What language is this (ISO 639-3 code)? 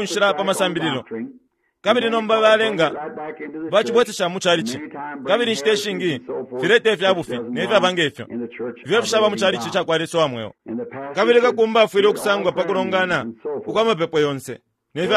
bem